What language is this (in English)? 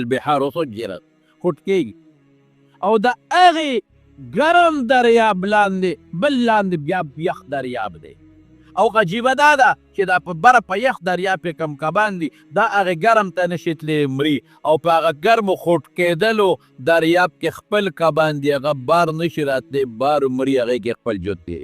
Pashto